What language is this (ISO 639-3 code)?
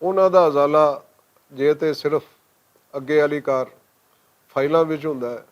lah